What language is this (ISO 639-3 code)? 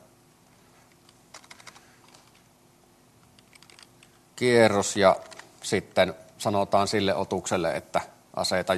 fin